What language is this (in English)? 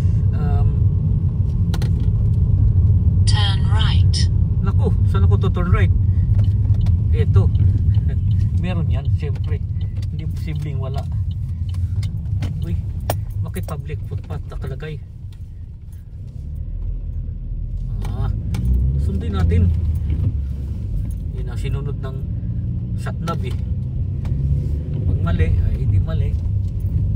Filipino